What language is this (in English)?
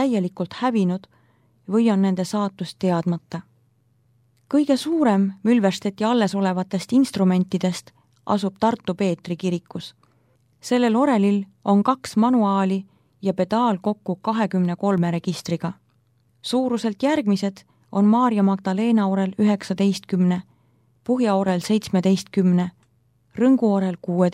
Estonian